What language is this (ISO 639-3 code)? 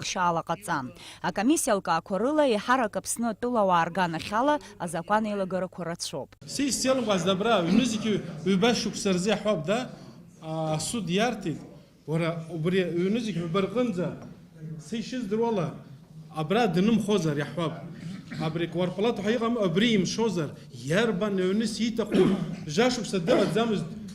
abk